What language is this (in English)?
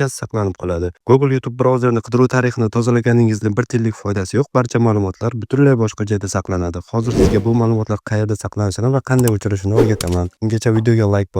Uzbek